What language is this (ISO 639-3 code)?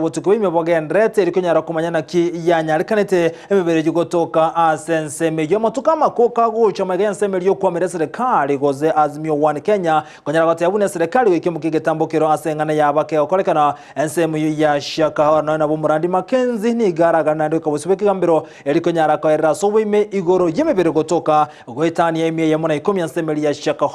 guz